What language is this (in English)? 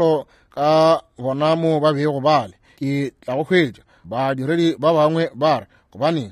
Northern Sotho